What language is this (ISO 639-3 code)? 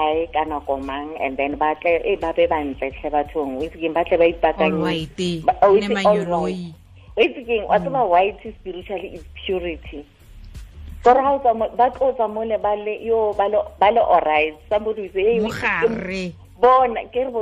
tsn